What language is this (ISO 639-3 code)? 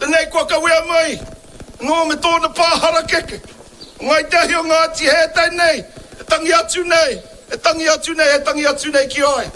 mri